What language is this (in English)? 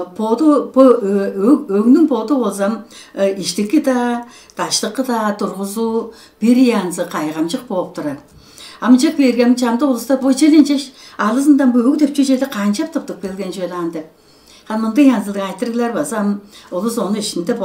Tuvinian